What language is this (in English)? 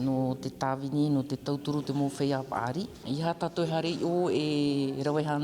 Tahitian